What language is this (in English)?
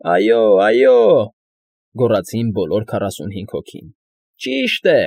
Armenian